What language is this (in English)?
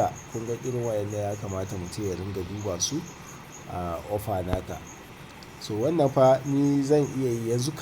Hausa